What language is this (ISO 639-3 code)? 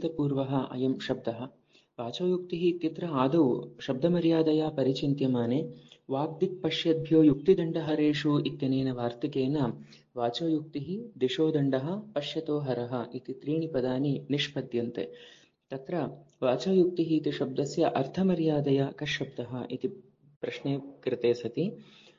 san